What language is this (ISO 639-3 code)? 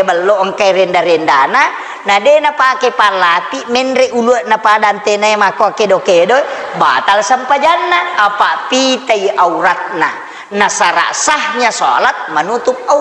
bug